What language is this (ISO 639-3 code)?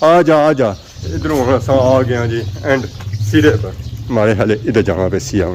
phr